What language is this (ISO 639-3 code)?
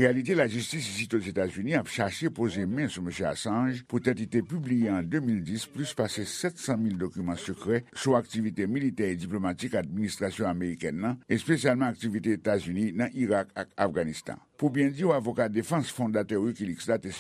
hat